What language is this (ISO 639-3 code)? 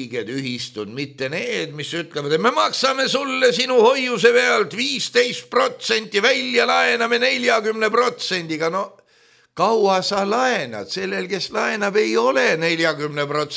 est